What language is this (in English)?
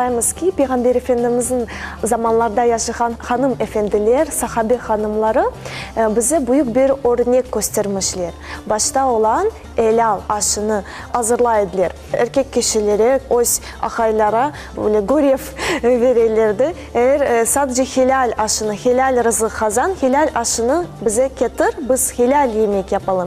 Crimean Tatar